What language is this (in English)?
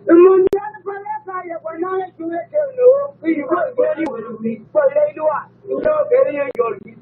Nuer